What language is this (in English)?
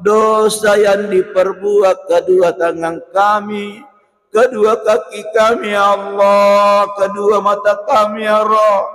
Buginese